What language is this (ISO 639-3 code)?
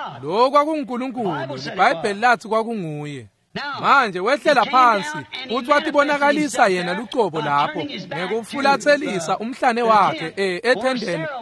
ssw